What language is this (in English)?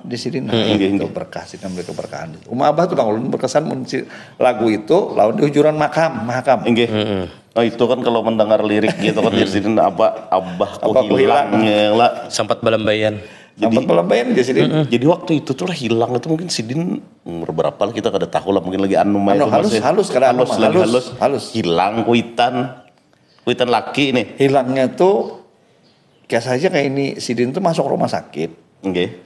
Banjar